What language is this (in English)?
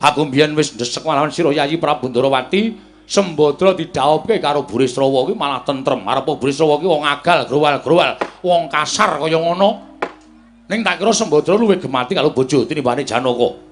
Javanese